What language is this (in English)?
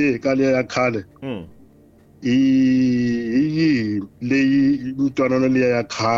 Tsonga